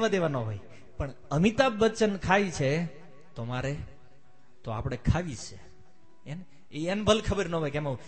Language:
Gujarati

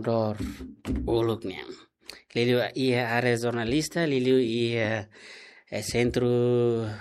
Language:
Tetum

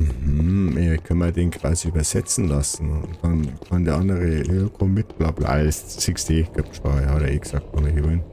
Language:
Bavarian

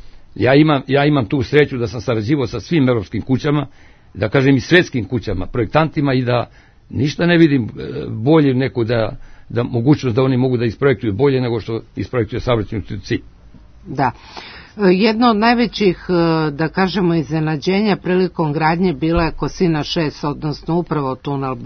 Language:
Serbian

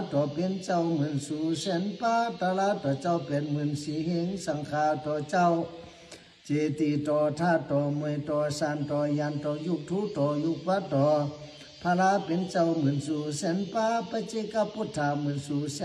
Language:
Shan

